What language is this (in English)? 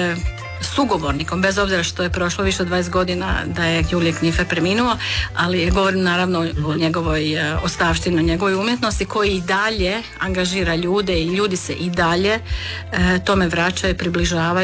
Croatian